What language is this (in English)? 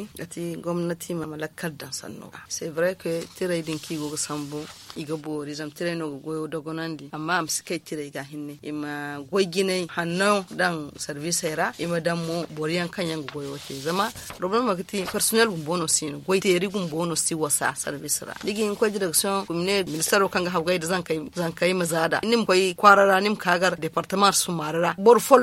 Zarma